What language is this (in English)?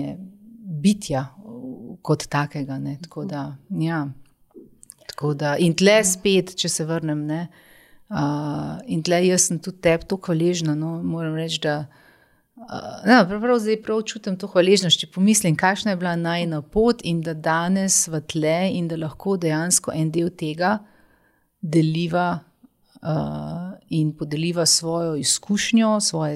Slovenian